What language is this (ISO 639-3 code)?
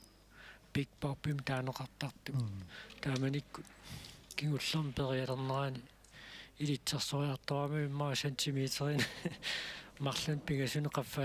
kal